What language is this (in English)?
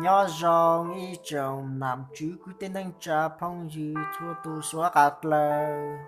Hmong